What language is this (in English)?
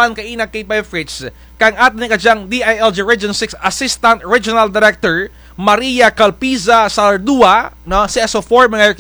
Kinaray-a